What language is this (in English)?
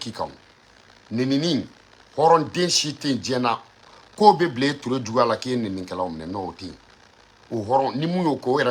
Bambara